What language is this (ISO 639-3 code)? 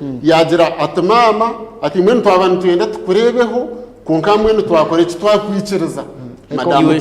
nyn